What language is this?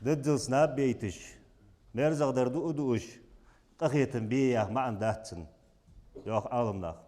Ingush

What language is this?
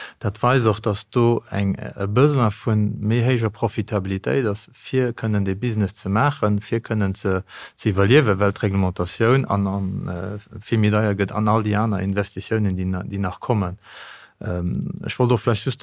Luxembourgish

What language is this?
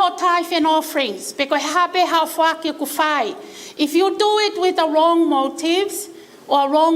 Tongan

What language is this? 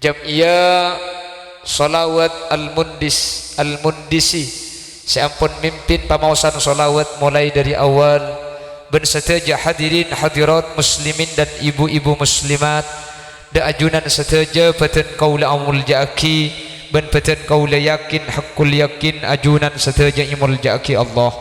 Madurese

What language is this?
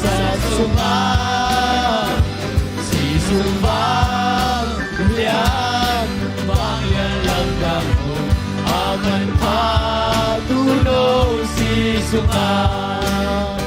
Tedim Chin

